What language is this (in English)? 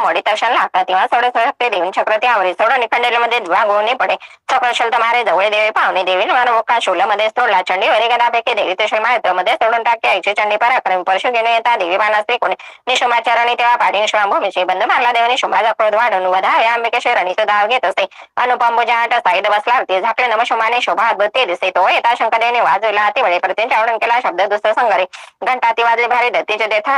Marathi